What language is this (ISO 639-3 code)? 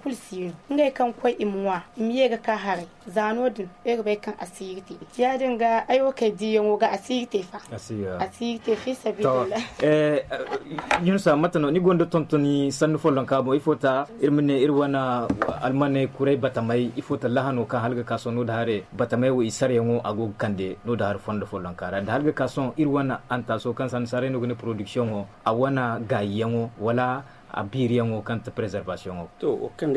dje